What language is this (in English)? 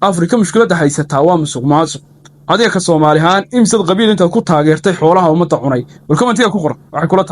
Somali